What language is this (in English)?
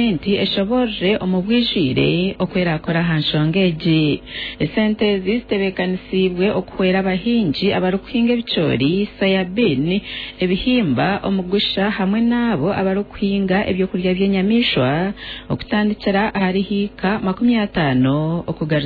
Nyankole